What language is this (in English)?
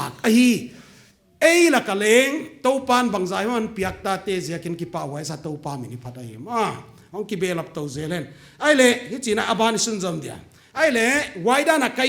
Paite Chin